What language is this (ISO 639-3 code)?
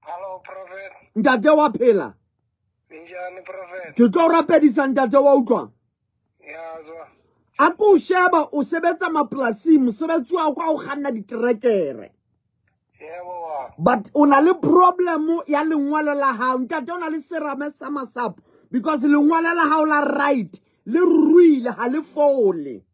sot